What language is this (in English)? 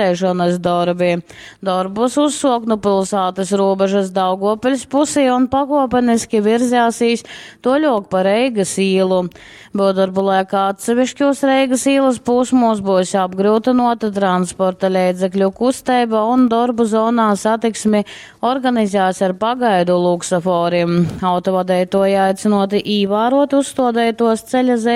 Latgalian